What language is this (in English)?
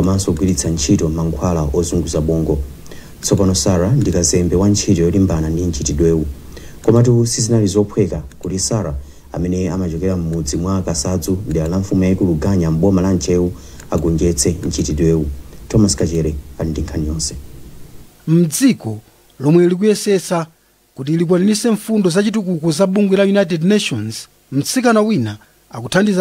Nyanja